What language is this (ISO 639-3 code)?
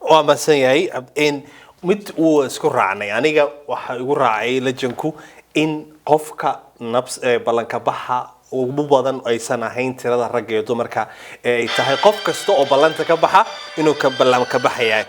som